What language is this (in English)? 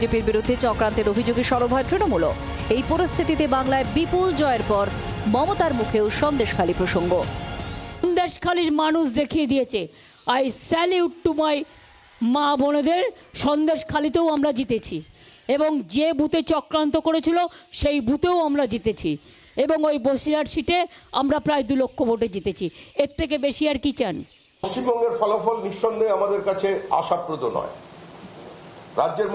Bangla